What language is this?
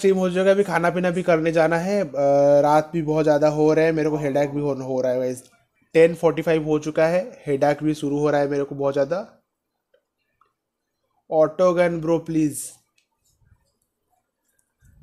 Hindi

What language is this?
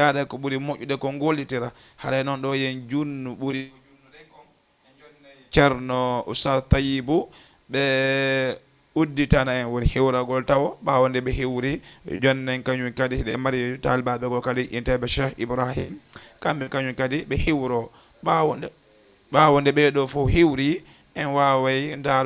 Fula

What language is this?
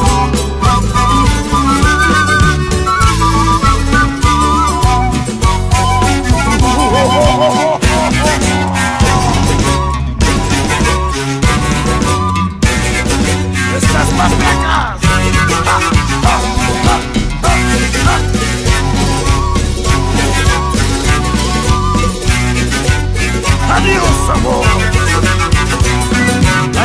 Spanish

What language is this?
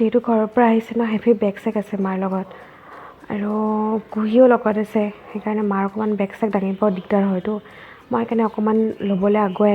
Assamese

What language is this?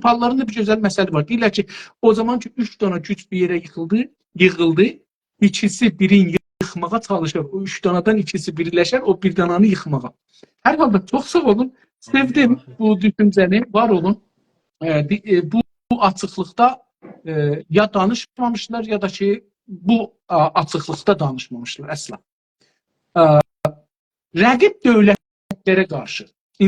South Azerbaijani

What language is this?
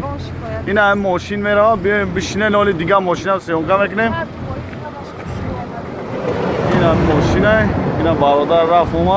Tajik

